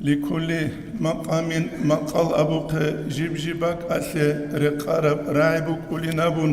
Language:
Avaric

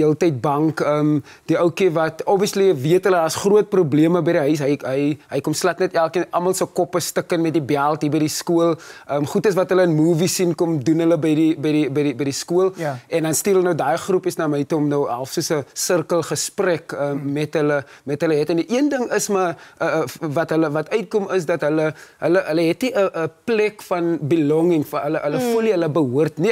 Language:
Afrikaans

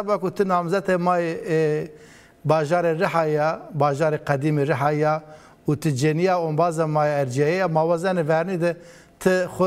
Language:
Zaza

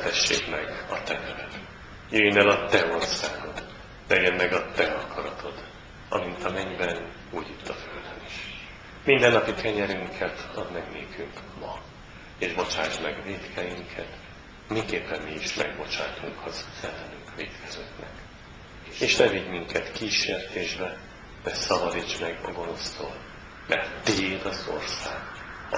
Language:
Hungarian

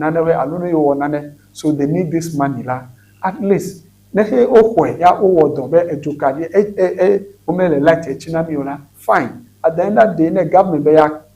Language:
Ewe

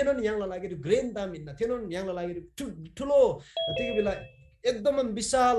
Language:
Eastern Tamang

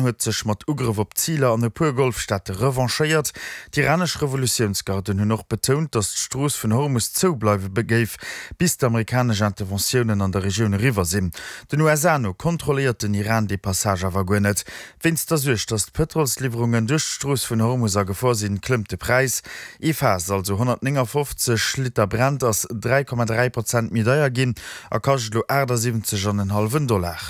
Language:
Luxembourgish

